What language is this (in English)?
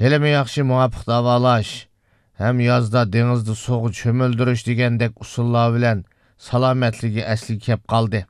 Uyghur